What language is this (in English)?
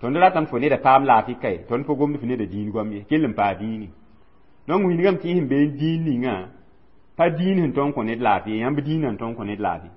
Mossi